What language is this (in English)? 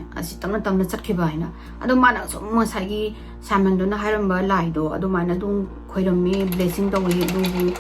Manipuri